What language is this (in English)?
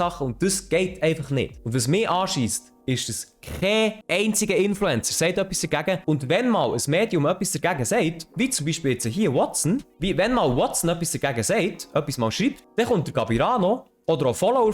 Swiss German